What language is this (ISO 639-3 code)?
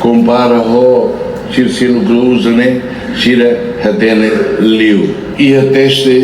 tet